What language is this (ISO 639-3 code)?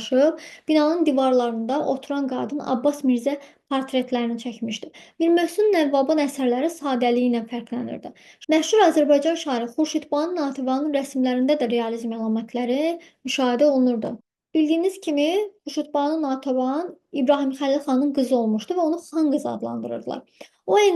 aze